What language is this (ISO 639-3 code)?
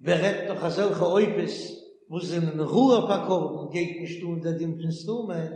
yid